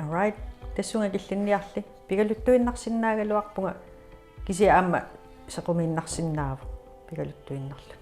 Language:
Kalaallisut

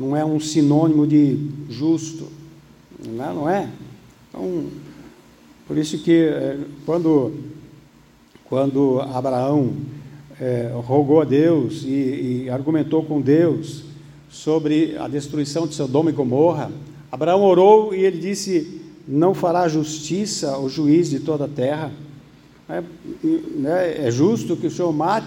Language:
Portuguese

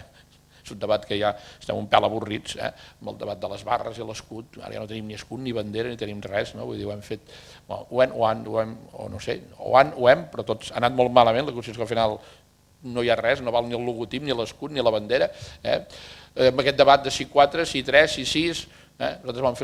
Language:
Catalan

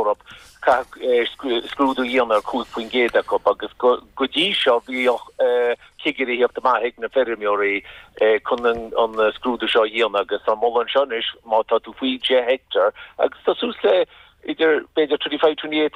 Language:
Irish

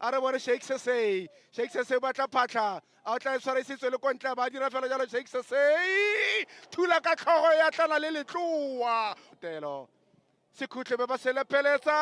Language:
Tswana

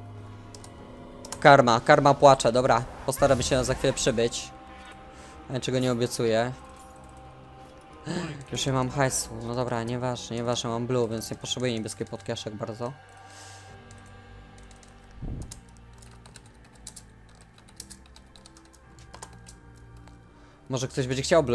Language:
Polish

